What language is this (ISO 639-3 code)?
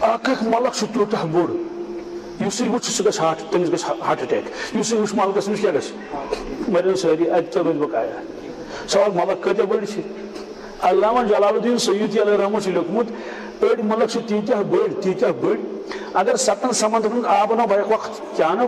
kas